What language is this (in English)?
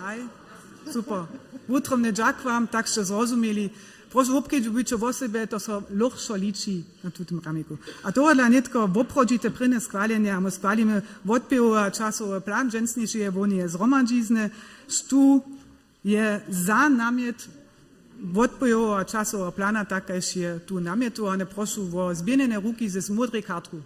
Upper Sorbian